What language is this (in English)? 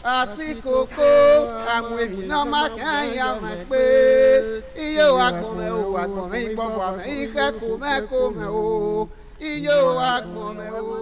Bini